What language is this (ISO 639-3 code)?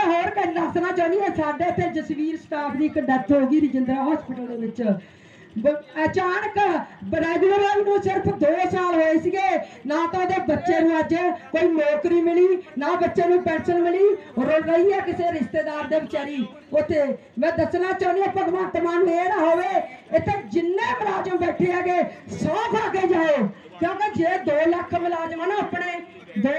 pan